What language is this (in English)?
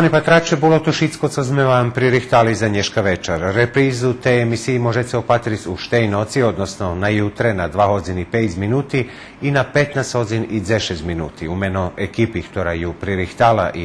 Rusyn